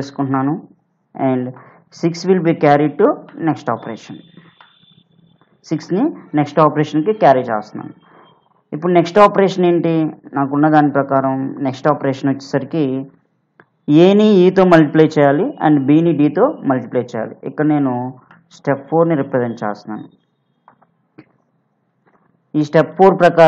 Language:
Telugu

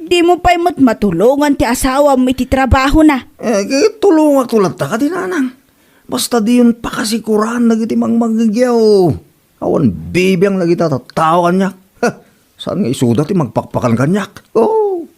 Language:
Iloko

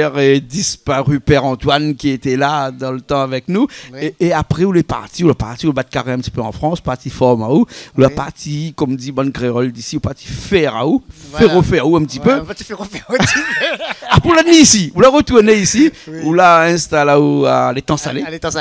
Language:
Réunion Creole French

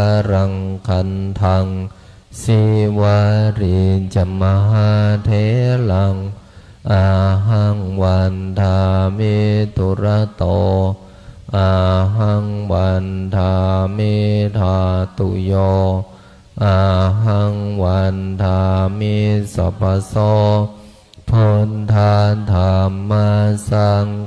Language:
Pali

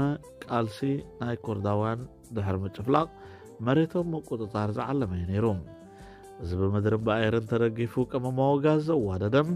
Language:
Tigrinya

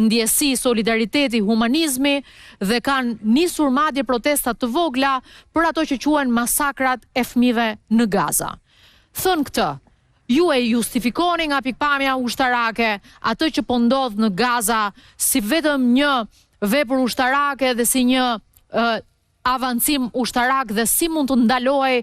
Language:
Albanian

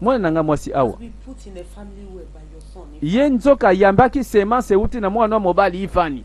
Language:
Lingala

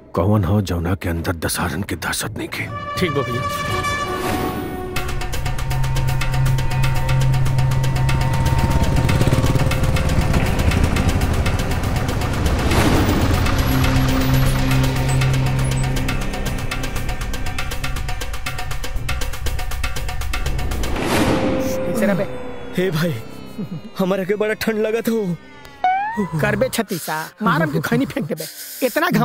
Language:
Bhojpuri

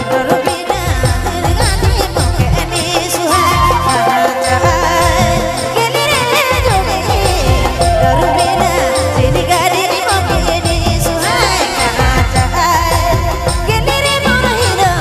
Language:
Sadri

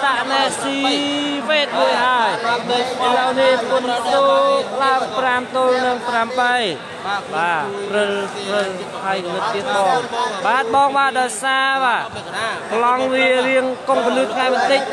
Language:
Khmer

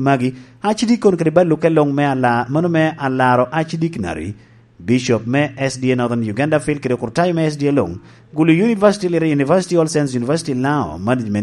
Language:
Lango (Uganda)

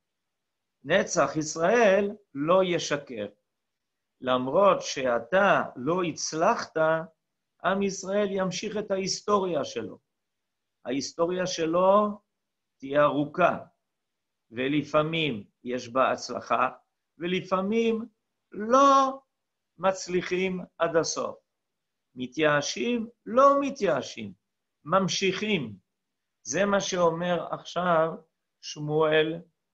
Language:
Hebrew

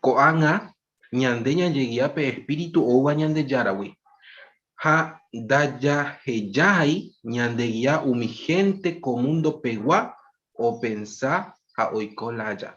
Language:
Guarani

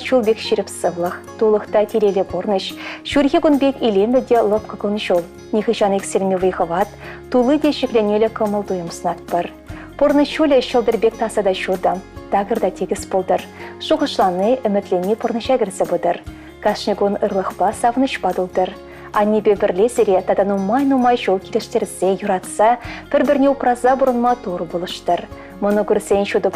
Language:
Chuvash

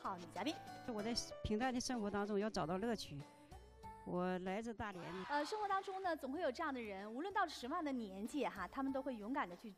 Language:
Chinese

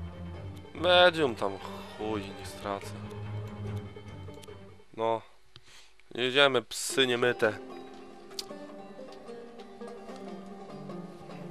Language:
Polish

